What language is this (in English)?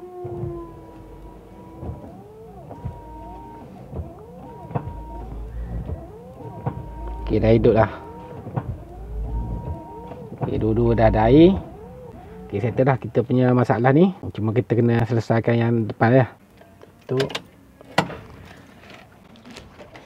Malay